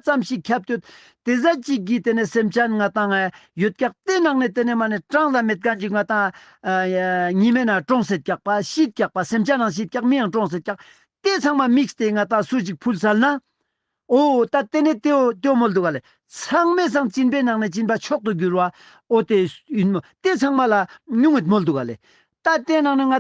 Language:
Ladakhi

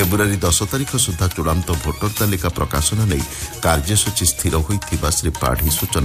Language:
Odia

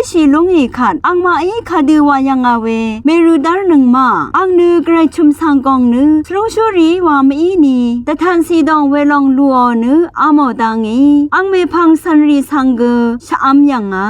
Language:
Rawang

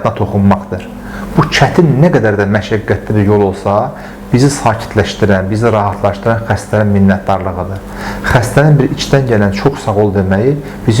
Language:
Azerbaijani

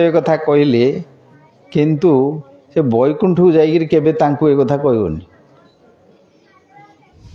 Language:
Odia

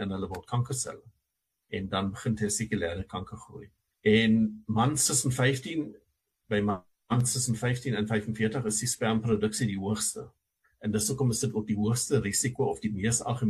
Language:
Afrikaans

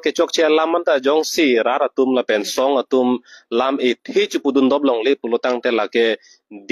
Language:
Karbi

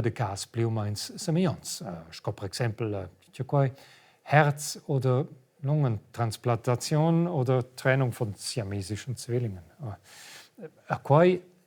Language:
Romansh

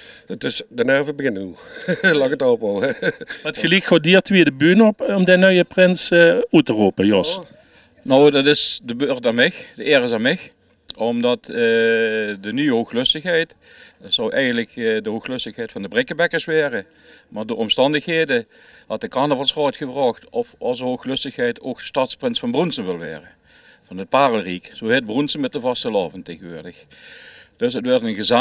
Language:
Limburgish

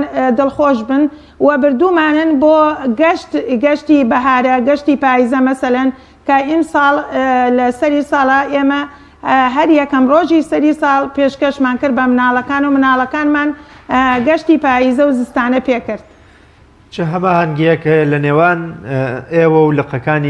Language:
Central Kurdish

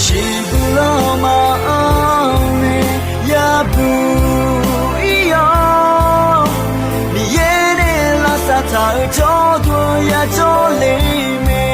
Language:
Akha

